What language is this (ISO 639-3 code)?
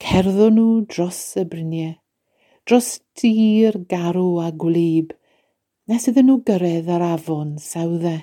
cym